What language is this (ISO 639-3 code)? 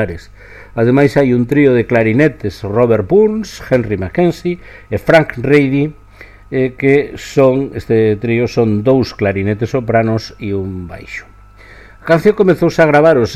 glg